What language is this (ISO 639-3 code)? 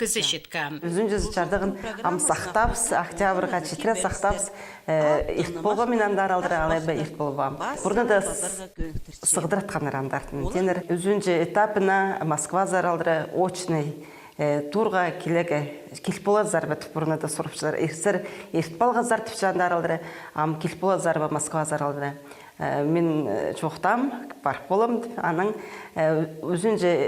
kjh